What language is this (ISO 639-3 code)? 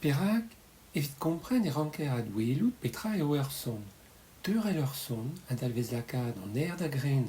bre